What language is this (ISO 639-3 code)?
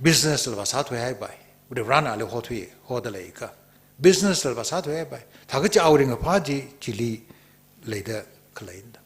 nmf